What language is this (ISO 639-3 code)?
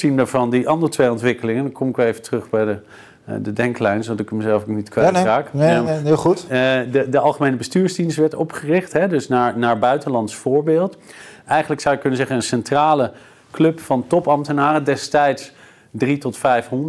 nld